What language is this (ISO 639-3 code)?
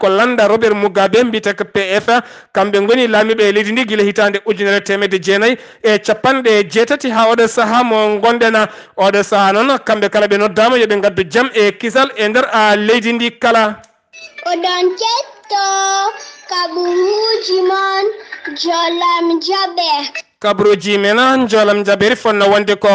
ful